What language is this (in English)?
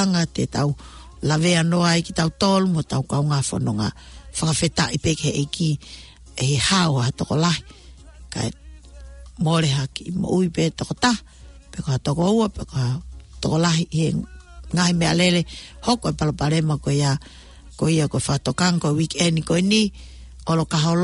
Tongan